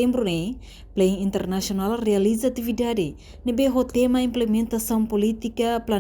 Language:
Tetum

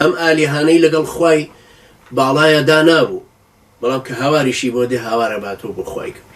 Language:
Central Kurdish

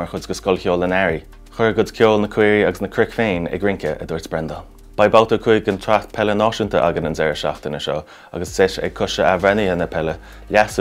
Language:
Irish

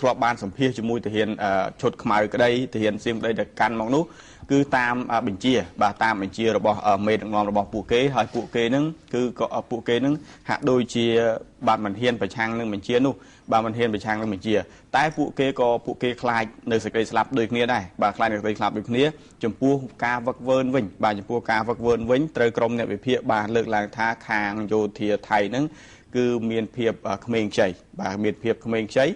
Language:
Khmer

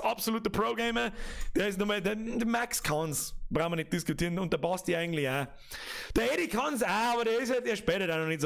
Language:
Bavarian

